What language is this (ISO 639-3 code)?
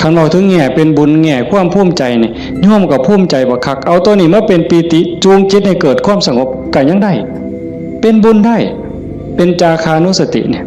tts